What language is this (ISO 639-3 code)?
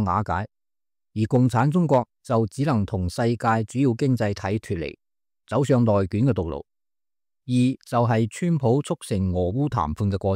yue